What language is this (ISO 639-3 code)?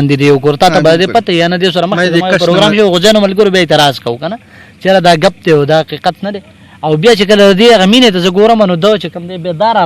pus